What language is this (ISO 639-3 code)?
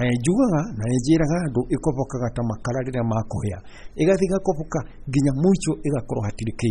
kik